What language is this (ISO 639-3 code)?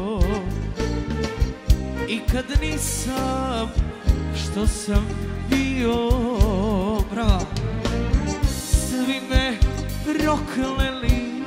hrv